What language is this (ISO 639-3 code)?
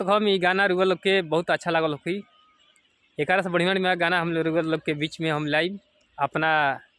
bho